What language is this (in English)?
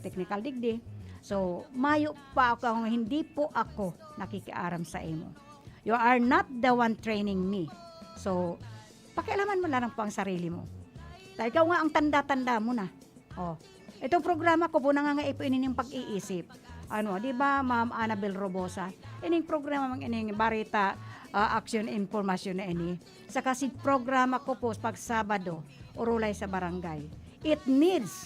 Bikol